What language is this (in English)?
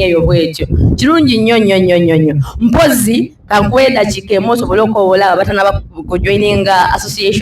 Soga